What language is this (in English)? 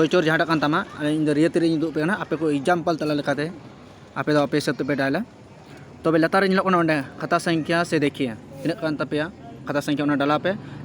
Santali